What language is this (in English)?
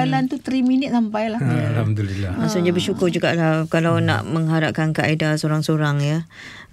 Malay